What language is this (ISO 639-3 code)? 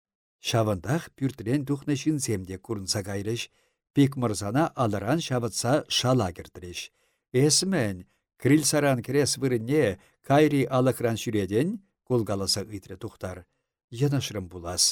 chv